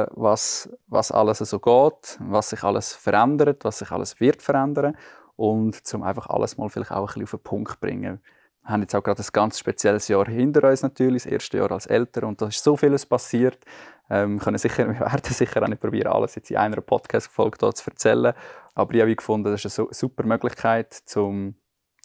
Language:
Swiss German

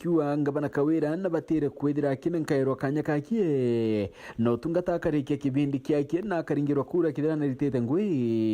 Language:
Meru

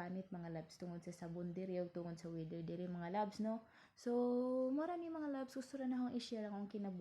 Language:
Cebuano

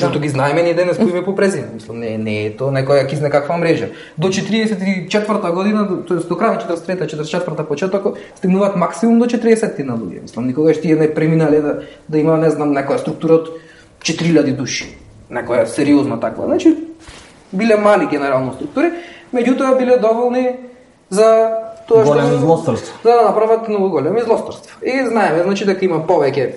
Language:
Macedonian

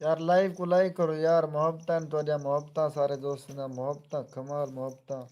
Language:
Saraiki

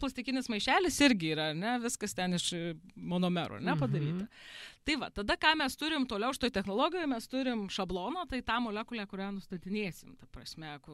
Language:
Lithuanian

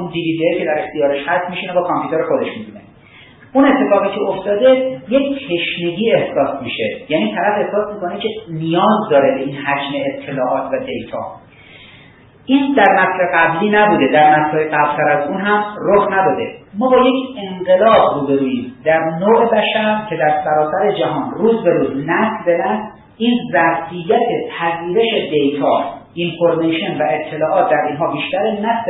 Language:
Persian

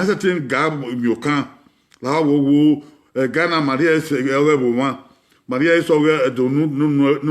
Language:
Bini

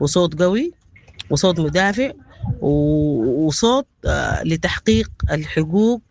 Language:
Sudanese Arabic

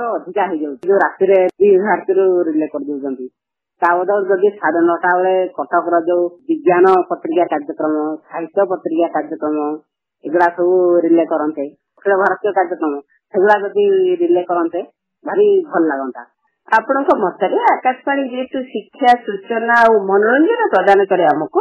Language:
Odia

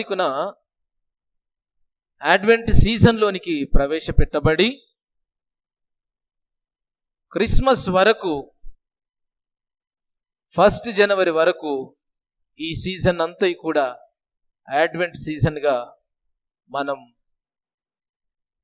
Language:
Telugu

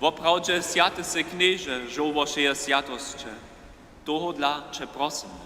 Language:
Upper Sorbian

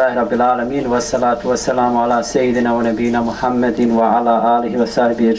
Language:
Bosnian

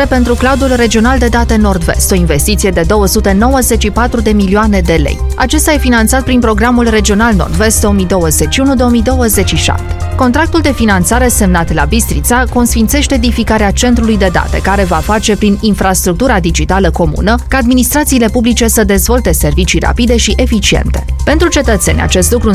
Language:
Romanian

